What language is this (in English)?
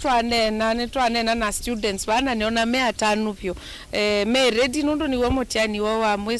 Kamba